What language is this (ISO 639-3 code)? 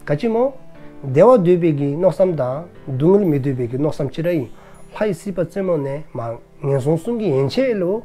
dzo